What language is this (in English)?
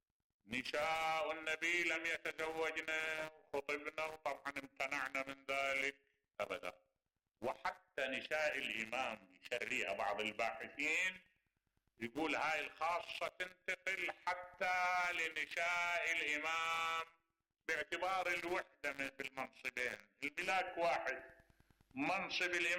Mesopotamian Arabic